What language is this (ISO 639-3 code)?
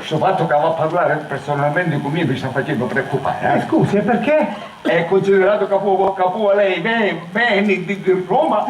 scn